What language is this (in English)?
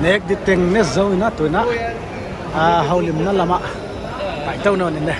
Paite Chin